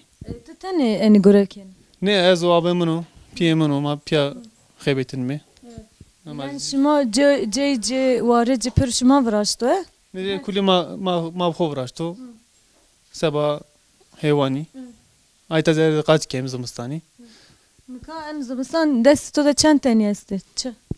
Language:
Zaza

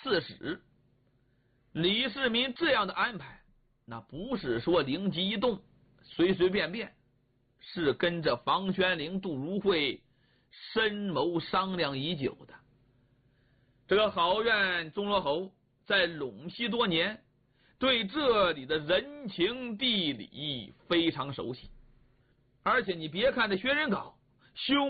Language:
Chinese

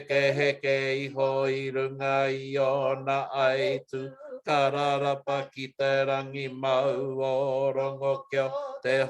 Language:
Māori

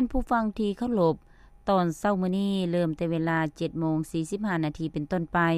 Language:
Lao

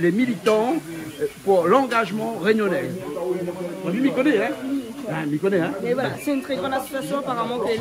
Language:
Réunion Creole French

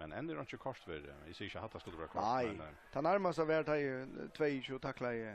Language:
Faroese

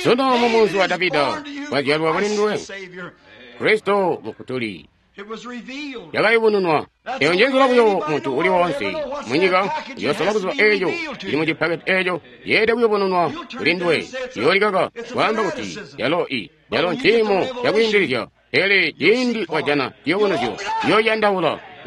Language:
Tonga (Zambia)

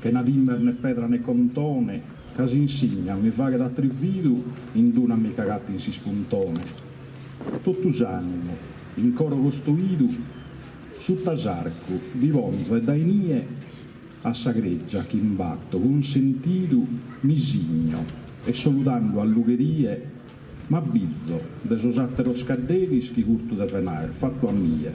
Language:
Sardinian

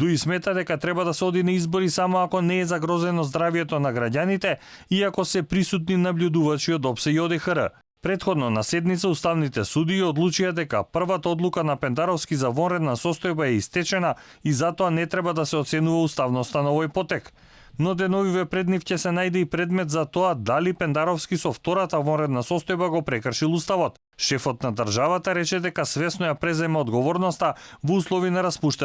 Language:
Macedonian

